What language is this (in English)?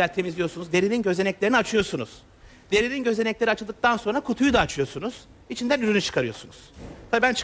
Turkish